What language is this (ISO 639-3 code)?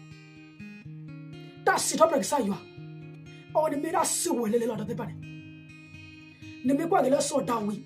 ksw